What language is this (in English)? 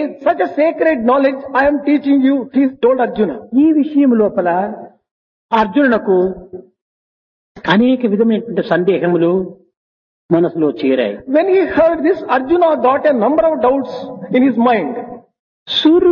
Telugu